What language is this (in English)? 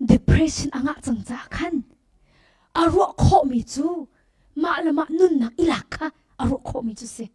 Hakha Chin